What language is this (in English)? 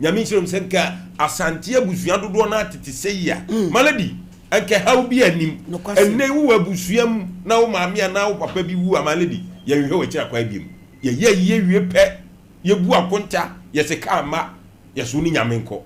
Akan